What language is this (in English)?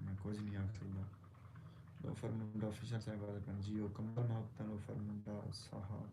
Saraiki